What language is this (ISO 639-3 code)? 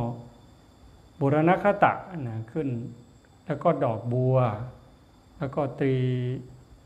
tha